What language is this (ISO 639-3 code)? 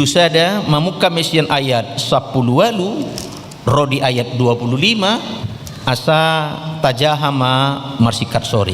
bbc